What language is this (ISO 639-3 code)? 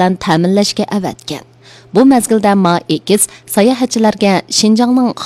uig